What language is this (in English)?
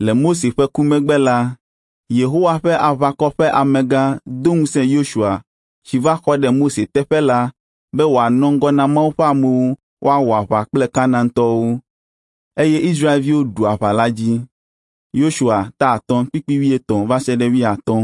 Ewe